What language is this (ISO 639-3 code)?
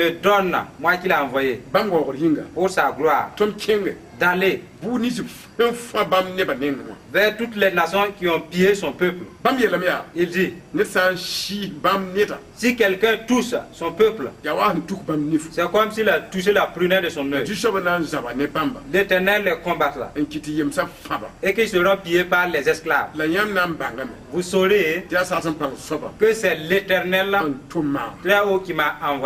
mos